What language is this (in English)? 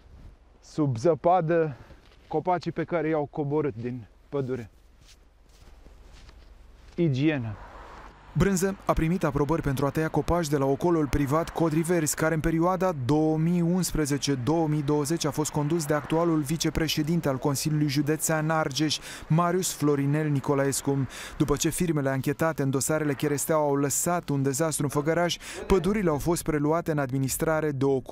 Romanian